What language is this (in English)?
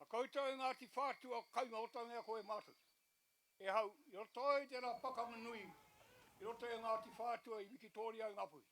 Māori